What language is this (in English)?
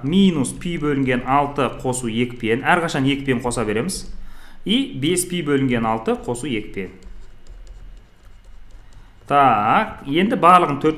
Kazakh